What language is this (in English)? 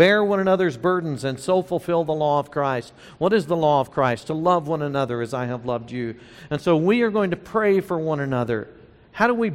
English